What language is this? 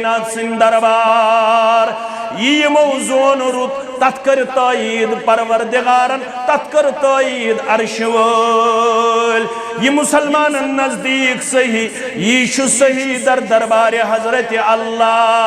Kashmiri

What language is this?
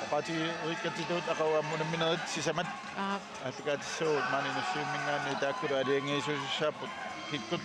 Kalaallisut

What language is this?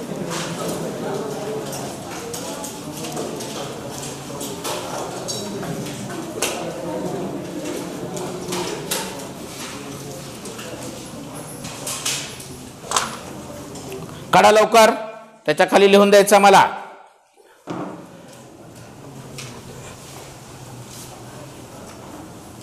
Marathi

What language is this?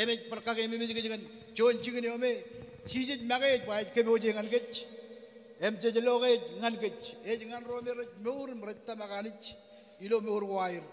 Marshallese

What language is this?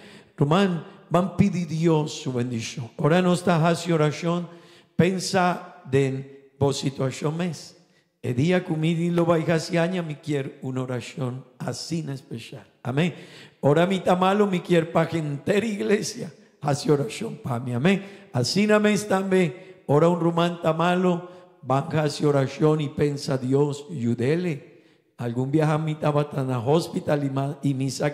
Papiamento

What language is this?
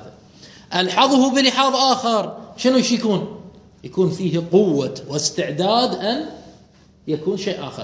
Mesopotamian Arabic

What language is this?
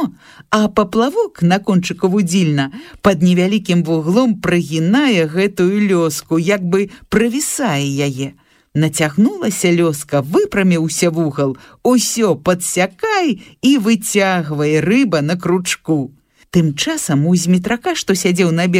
Belarusian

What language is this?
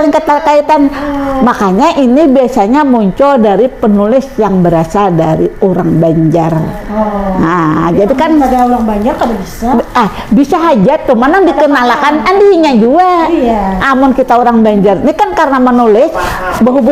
Banjar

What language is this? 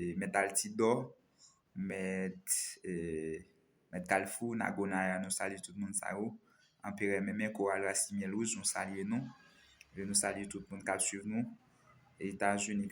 Haitian Creole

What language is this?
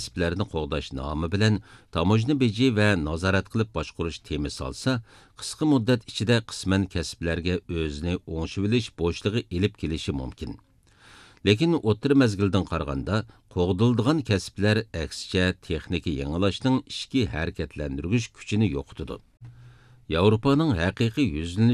Uyghur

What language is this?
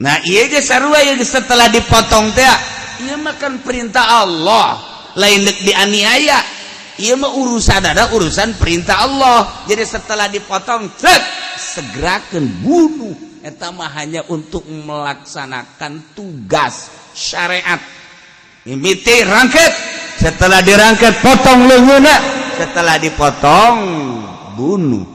Sundanese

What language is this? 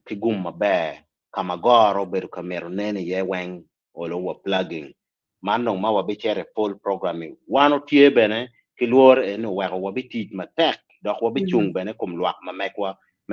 Acoli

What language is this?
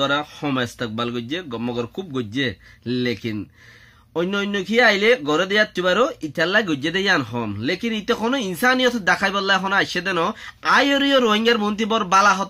Rohingya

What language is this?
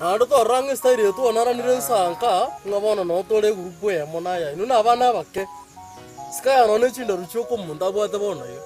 Gusii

